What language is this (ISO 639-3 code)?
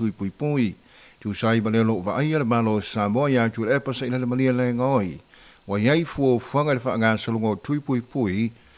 smo